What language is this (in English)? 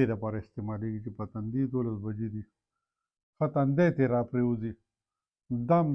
Pashto